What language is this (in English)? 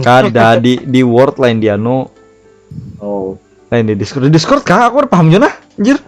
Banjar